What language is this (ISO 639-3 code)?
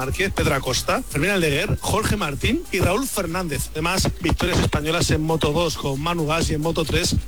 spa